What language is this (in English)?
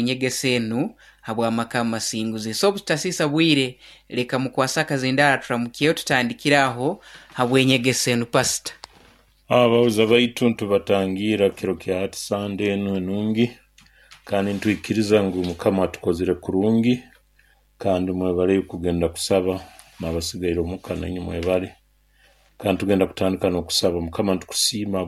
Nyoro